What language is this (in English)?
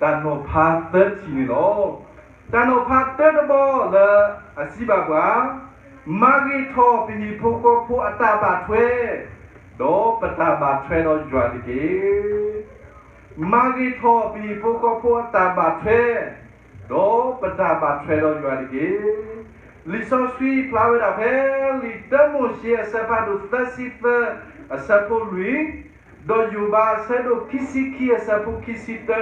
S'gaw Karen